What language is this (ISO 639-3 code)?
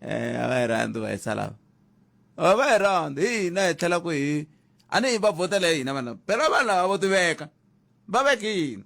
tso